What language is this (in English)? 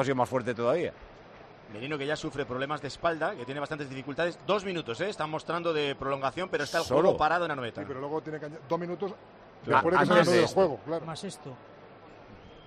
Spanish